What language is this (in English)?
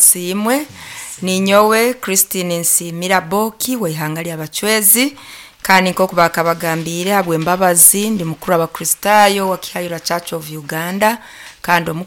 Nyoro